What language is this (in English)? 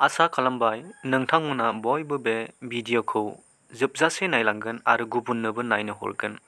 Bodo